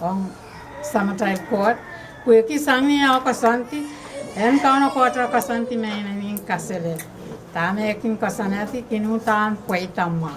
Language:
Pohnpeian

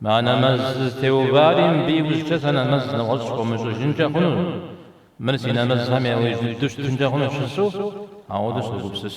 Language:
Kabardian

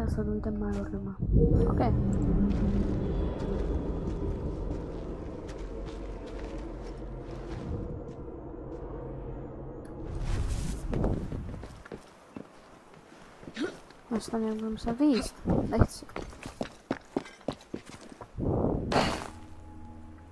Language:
Czech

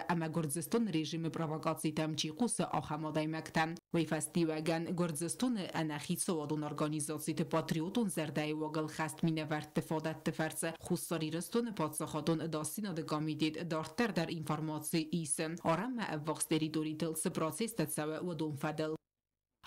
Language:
Ossetic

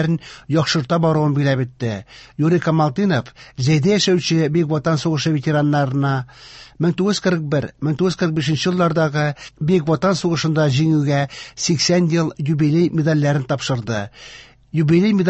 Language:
Tatar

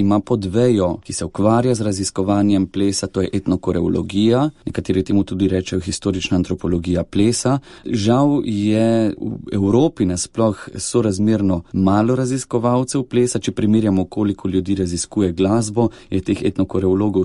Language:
Slovenian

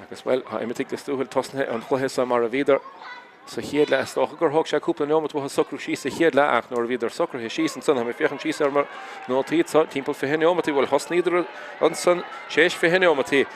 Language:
Irish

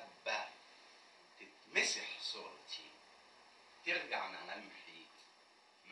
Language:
Egyptian Arabic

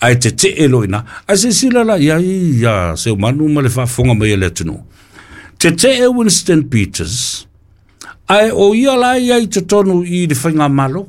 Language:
Samoan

